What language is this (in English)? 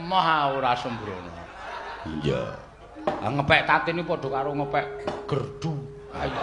Javanese